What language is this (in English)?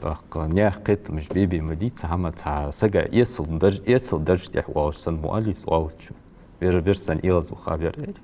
Ingush